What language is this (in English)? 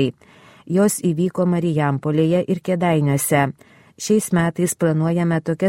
Lithuanian